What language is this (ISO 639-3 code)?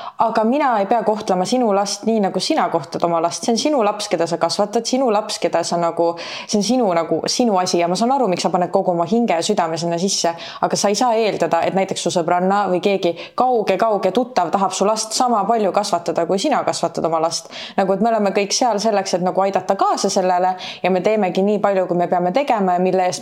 est